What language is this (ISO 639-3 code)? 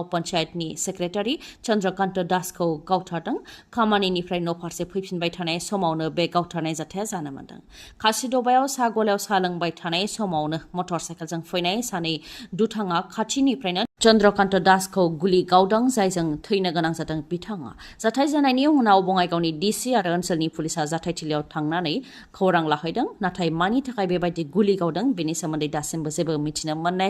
brx